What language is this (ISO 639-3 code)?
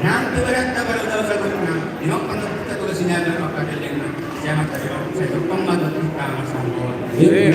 bbc